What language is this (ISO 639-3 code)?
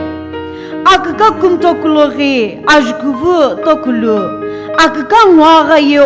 nsm